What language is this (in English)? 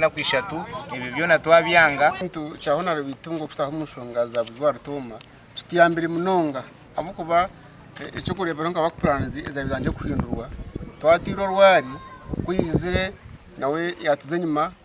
Nyankole